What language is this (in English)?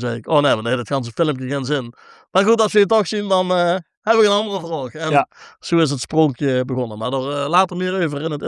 Limburgish